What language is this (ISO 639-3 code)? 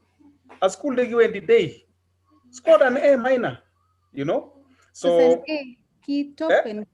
kln